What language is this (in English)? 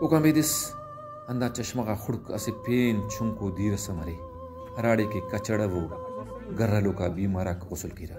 Brahui